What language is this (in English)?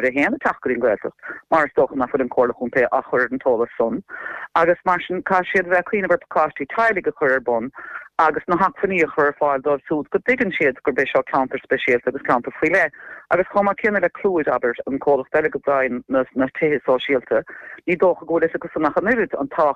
Irish